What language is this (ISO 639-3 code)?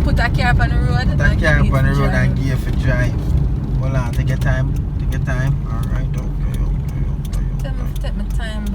jam